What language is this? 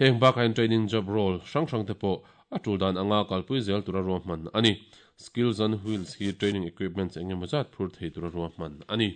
Mizo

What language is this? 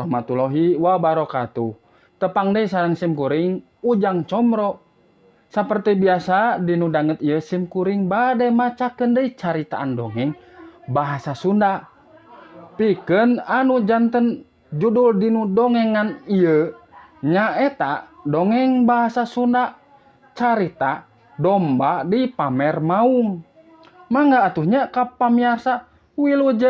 Sundanese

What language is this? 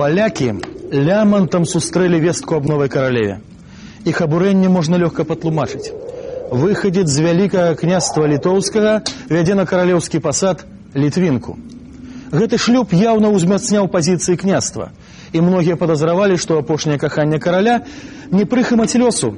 Belarusian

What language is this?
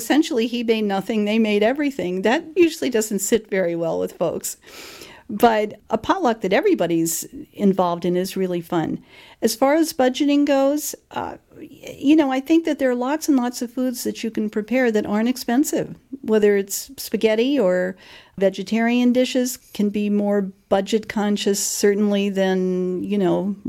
English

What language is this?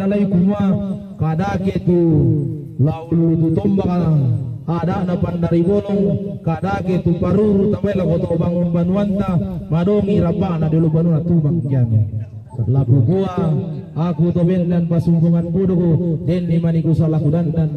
Toraja-Sa'dan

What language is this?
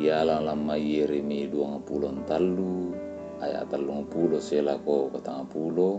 Toraja-Sa'dan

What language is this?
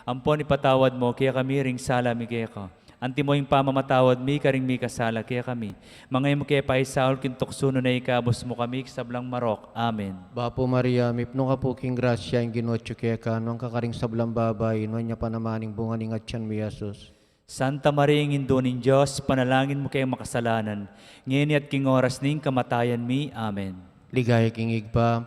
Pampanga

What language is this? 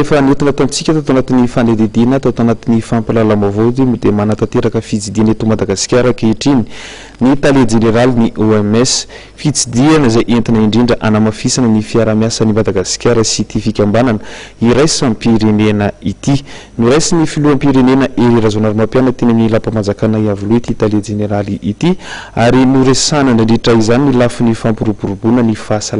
Malagasy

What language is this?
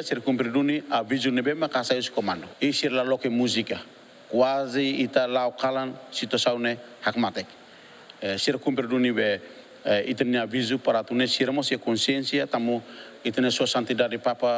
Tetum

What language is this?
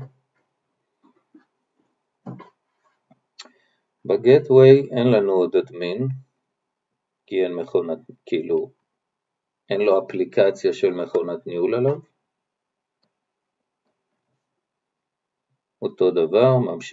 Hebrew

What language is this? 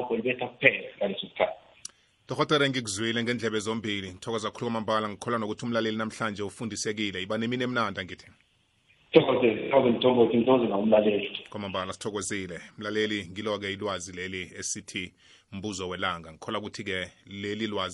South Ndebele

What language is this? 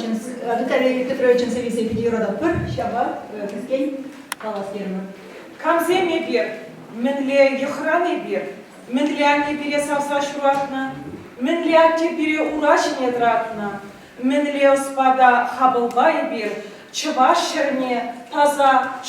Chuvash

